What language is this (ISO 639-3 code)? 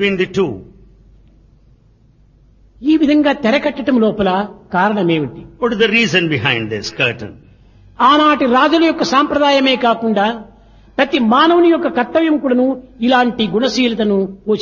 tel